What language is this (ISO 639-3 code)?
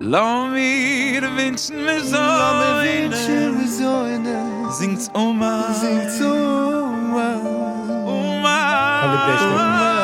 yid